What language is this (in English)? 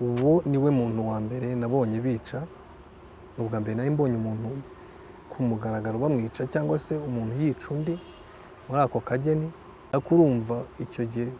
Kinyarwanda